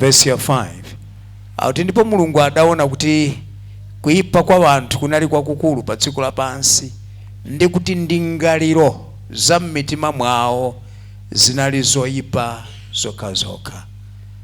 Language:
Nyanja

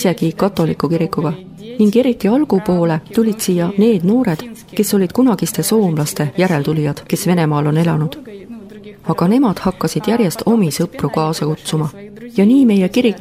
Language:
Estonian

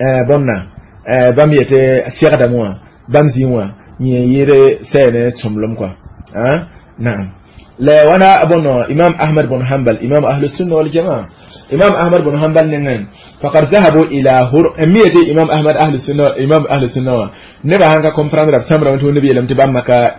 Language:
Mossi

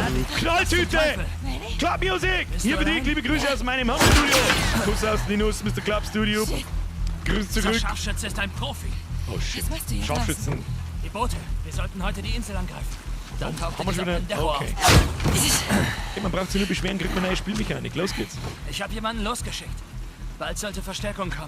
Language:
Bavarian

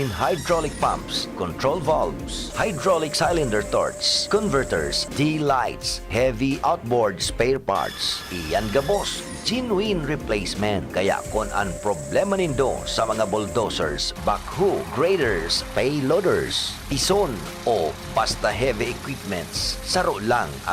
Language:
Bikol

